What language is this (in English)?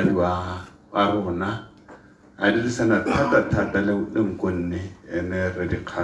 Tswana